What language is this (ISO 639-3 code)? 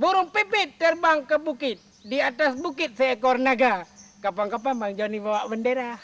ace